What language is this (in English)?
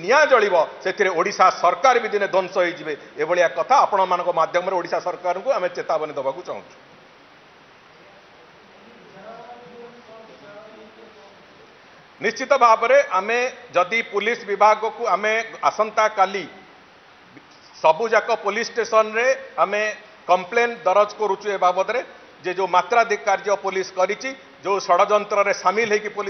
Odia